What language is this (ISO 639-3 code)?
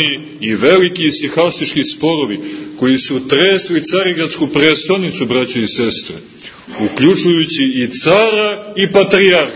srp